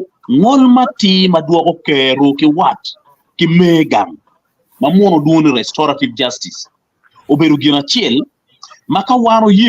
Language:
Acoli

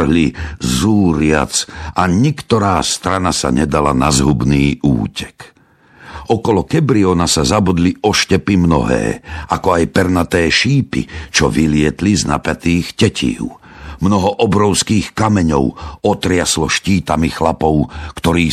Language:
Slovak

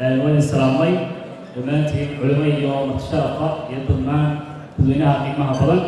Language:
Somali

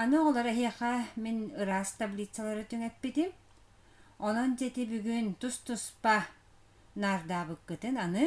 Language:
Yakut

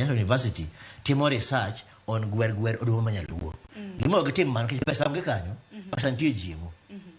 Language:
Luo (Kenya and Tanzania)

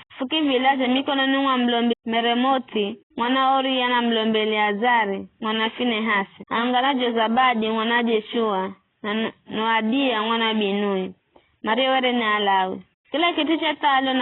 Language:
Giryama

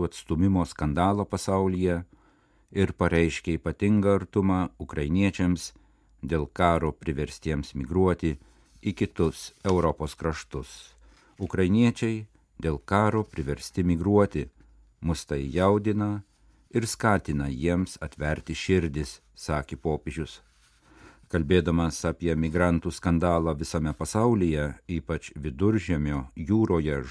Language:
Lithuanian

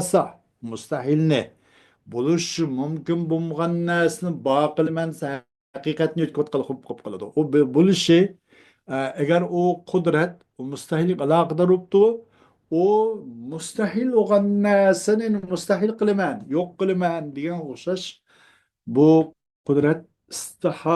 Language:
Uyghur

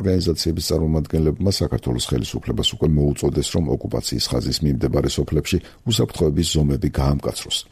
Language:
Georgian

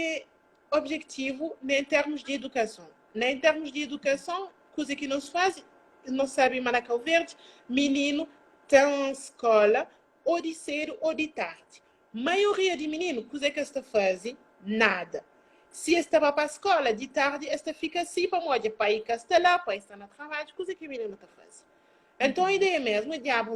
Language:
Kabuverdianu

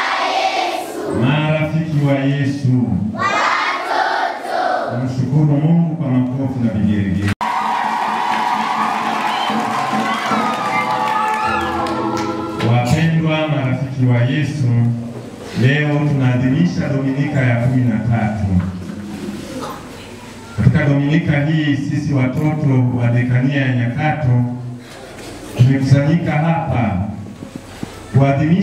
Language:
Swahili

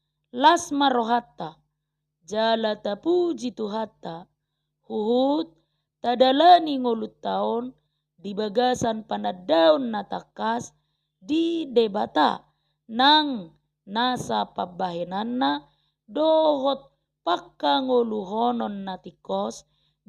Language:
Batak Toba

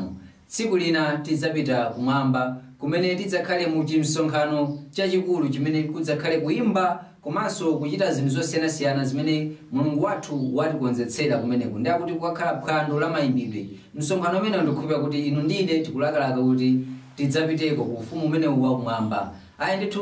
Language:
Nyanja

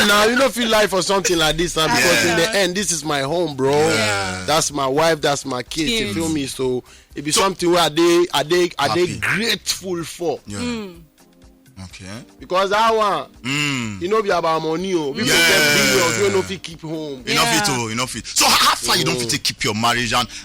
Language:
Nigerian Pidgin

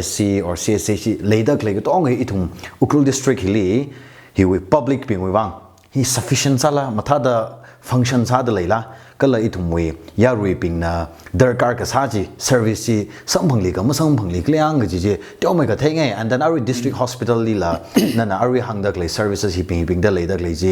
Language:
Tangkhul Naga (India)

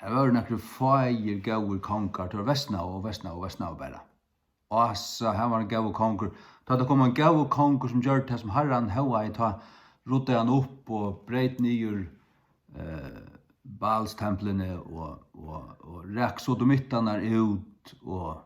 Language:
Faroese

